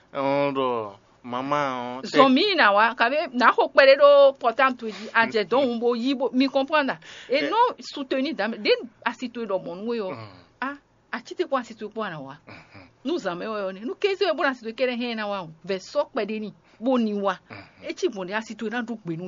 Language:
Fon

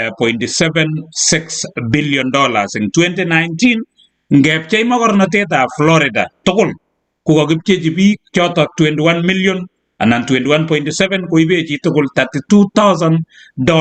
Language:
Kalenjin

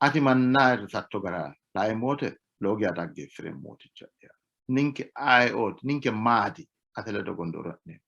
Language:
Sidamo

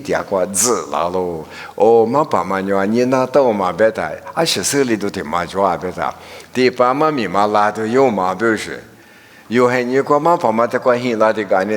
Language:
Lisu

